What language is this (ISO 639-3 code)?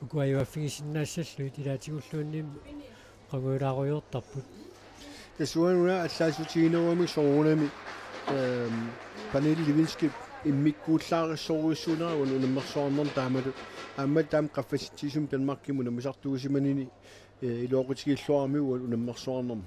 kal